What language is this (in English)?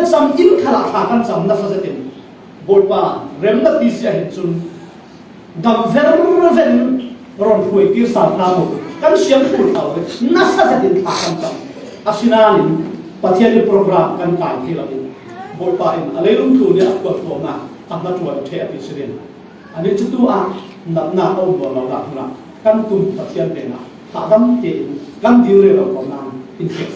Falam Chin